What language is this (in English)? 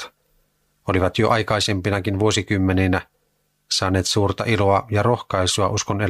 Finnish